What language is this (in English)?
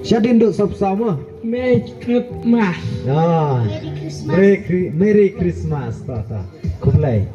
Khasi